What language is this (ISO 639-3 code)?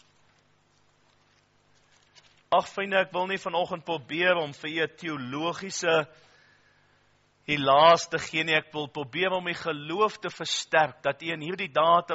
afr